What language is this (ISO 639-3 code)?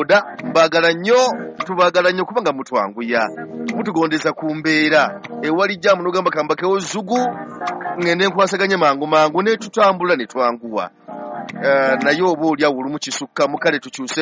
lug